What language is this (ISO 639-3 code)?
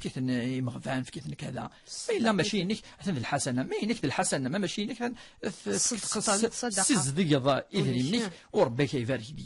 kab